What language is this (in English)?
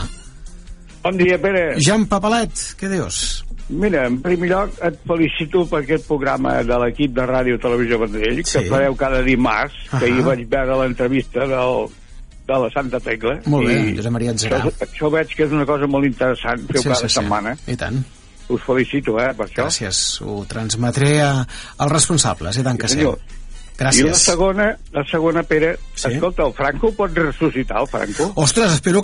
Catalan